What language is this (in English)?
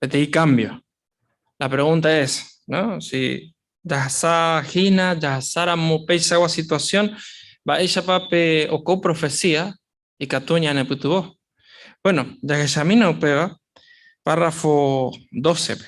Guarani